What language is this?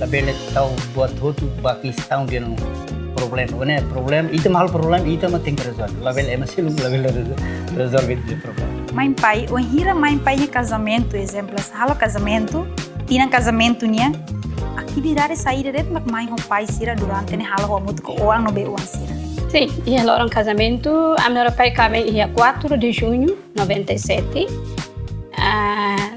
Tetum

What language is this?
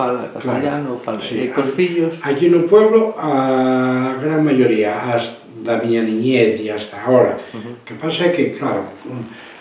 Galician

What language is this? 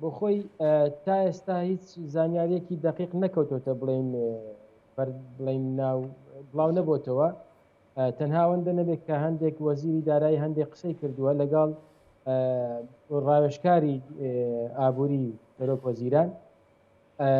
Central Kurdish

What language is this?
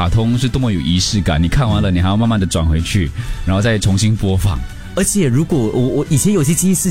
Chinese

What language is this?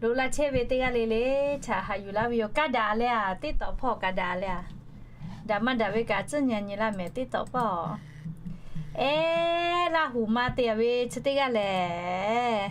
Lahu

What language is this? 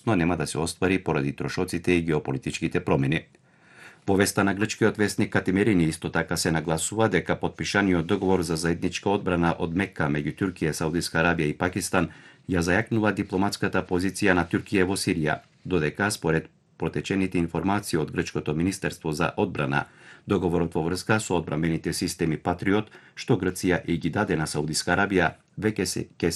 Macedonian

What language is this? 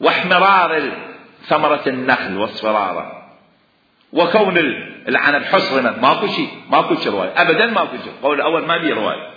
Mesopotamian Arabic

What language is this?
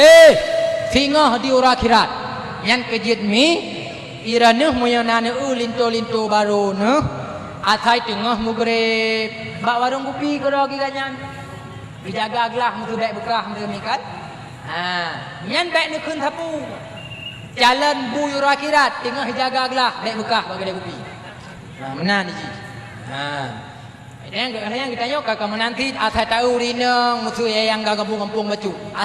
Achinese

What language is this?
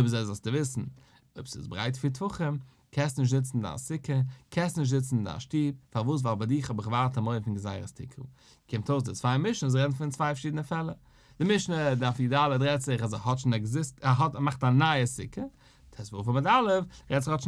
Yiddish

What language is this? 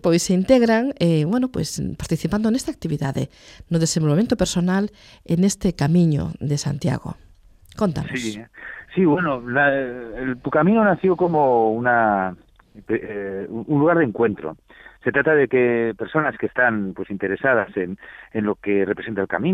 Galician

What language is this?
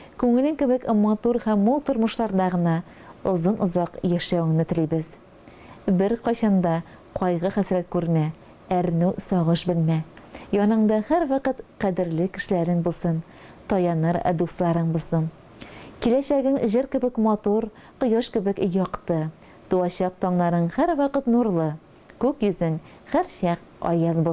Tatar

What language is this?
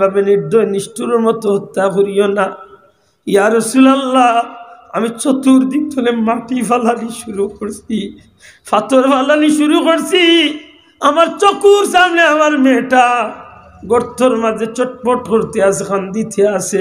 Sylheti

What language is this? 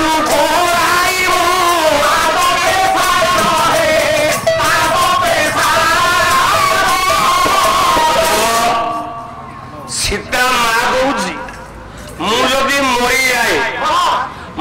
Odia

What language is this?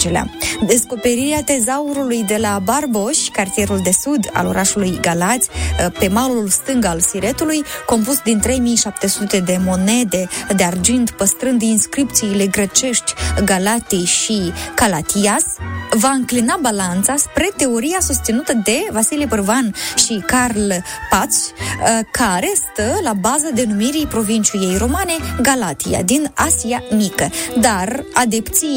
Romanian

